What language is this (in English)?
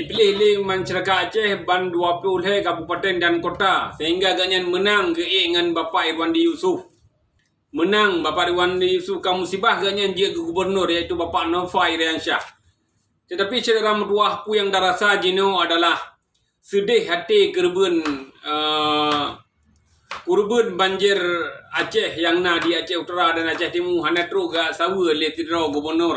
Achinese